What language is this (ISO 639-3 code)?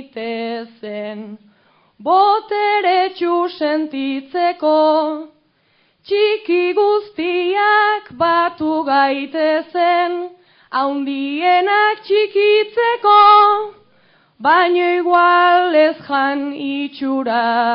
eus